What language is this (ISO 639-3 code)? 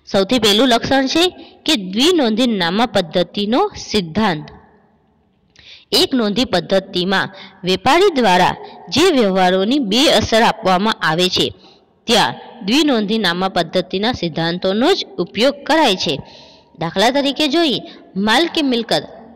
guj